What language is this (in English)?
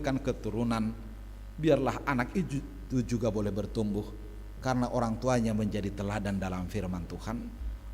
Batak Simalungun